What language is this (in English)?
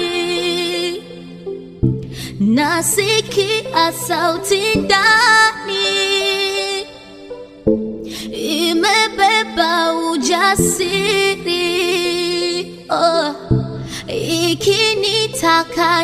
Swahili